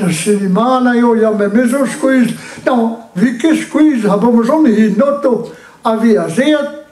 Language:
Breton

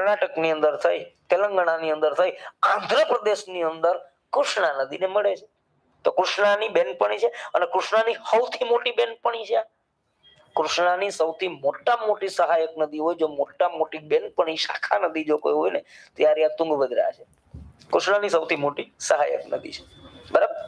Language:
Gujarati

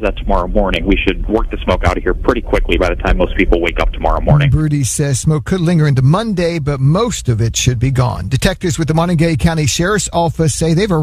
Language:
English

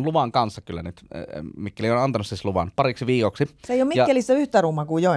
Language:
Finnish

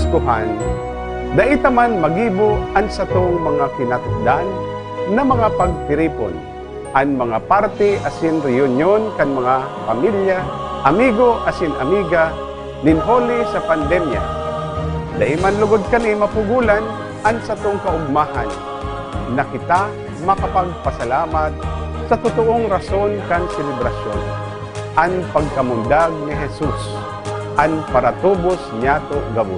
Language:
Bikol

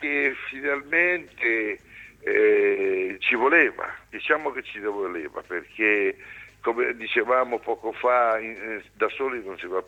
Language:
Italian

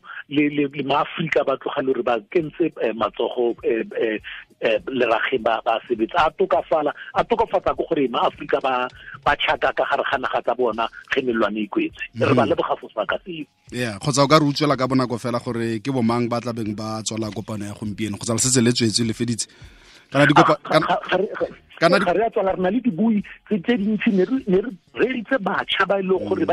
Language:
Tswana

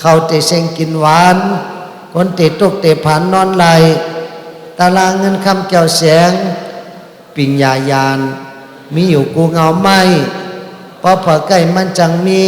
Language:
Shan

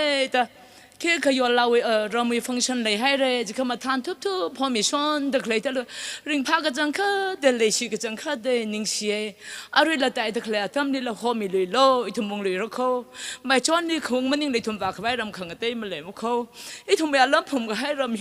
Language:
Tangkhul Naga (India)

